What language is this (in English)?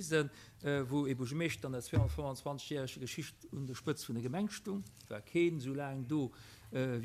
Luxembourgish